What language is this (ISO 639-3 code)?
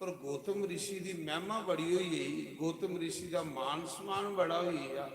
doi